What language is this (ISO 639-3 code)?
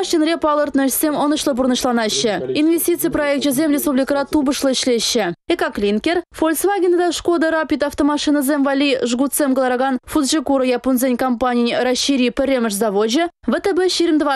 chv